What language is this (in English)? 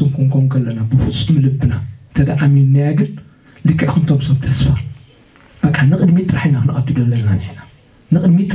Tigrinya